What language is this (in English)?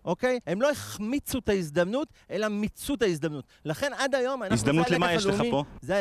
Hebrew